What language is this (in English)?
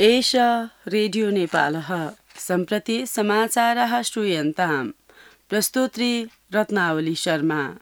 Sanskrit